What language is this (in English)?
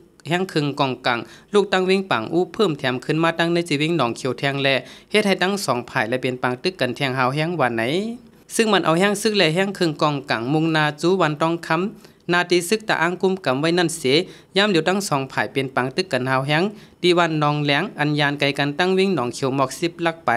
Shan